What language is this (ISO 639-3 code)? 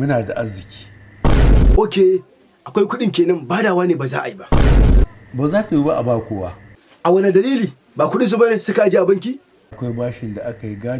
hau